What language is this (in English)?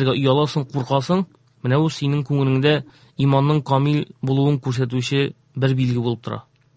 Tatar